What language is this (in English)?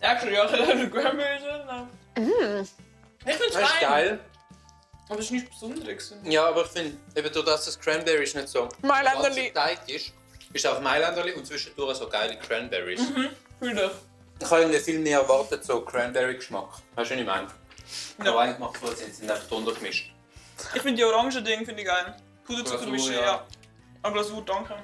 Swiss German